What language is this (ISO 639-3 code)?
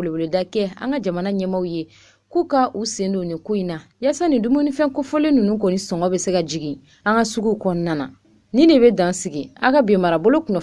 bam